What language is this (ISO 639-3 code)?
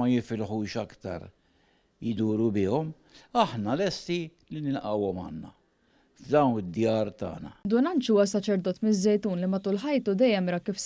mlt